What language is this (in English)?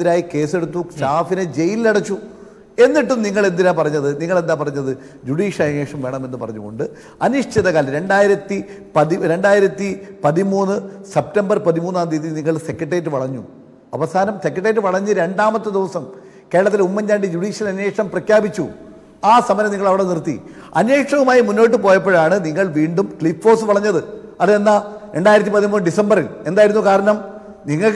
Malayalam